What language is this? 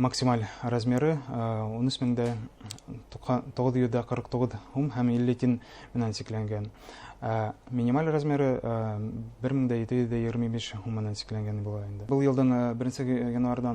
Bashkir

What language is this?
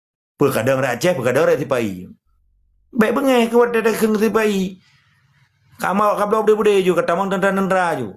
Achinese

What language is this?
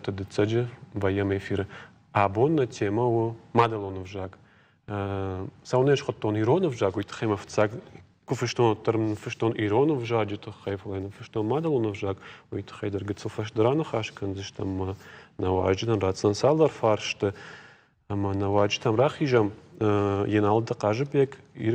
Ossetic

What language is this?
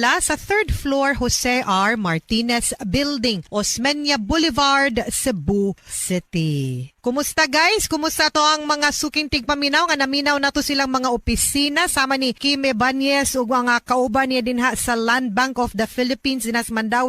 Cebuano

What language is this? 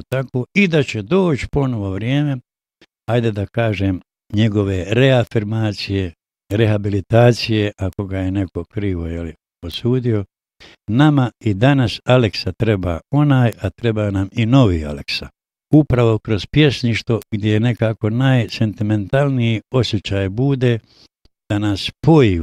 Bosnian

